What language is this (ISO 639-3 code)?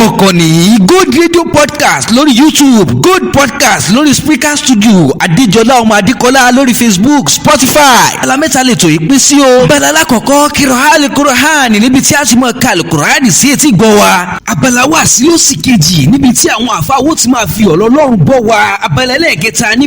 yor